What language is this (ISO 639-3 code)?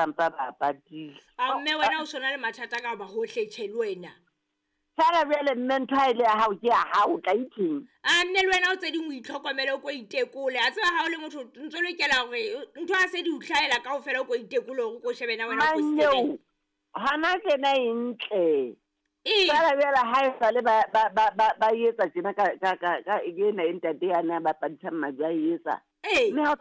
sot